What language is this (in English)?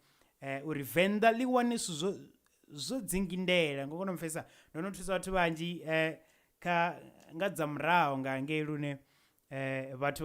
Venda